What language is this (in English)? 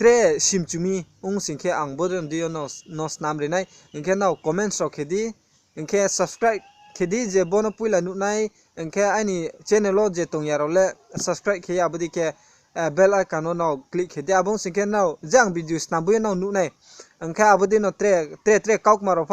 Riang (India)